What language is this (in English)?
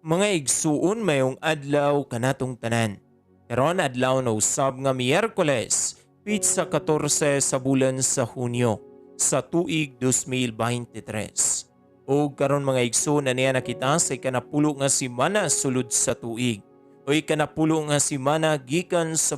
Cebuano